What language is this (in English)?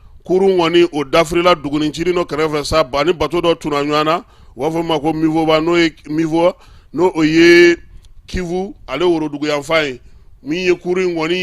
Bambara